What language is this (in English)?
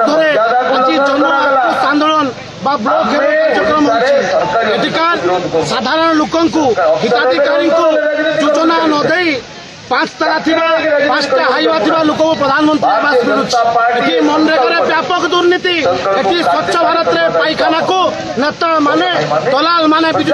Odia